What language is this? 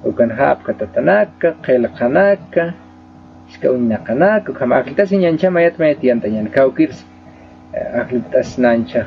Aymara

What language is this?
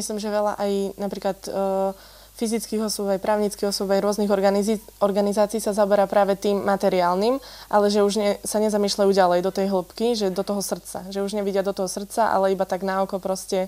Slovak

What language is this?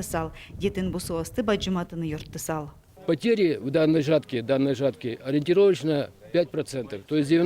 Udmurt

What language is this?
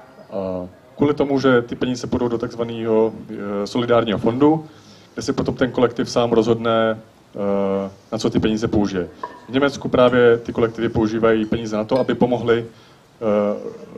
Czech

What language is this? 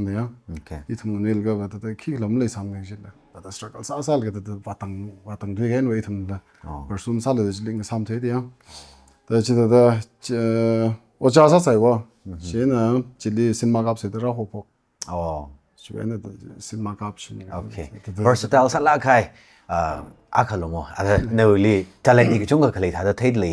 Tangkhul Naga (India)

